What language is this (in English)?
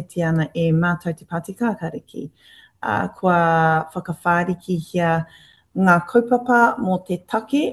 Māori